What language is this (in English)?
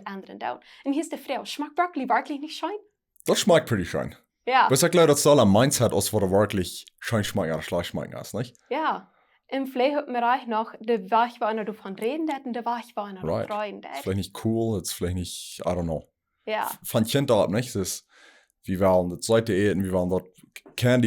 Plautdietsch